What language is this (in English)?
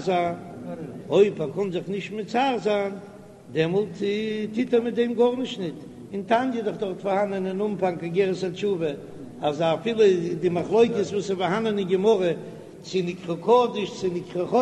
Yiddish